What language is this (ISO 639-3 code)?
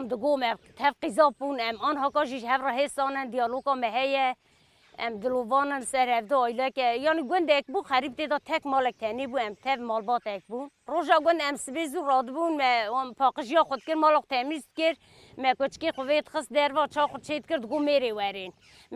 kur